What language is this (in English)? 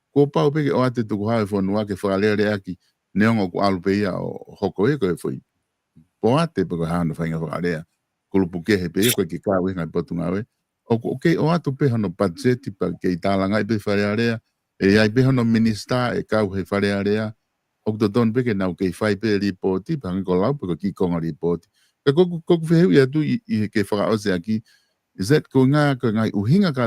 Tongan